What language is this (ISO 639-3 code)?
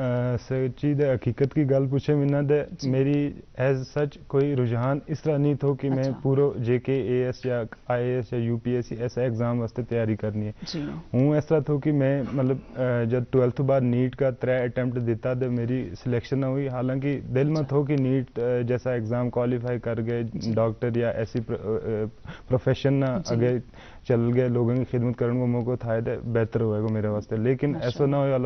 gju